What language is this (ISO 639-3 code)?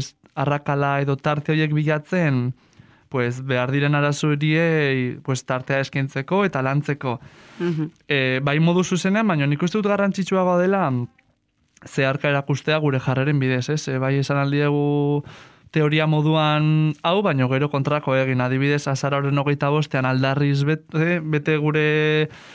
eus